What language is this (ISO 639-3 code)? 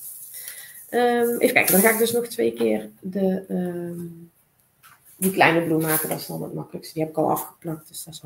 nld